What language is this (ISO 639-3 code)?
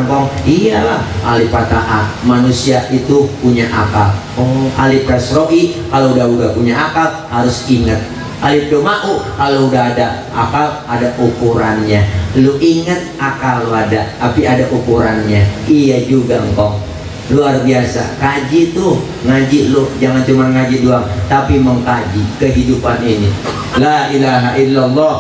bew